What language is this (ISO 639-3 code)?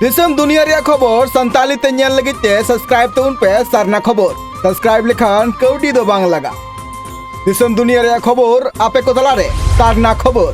sat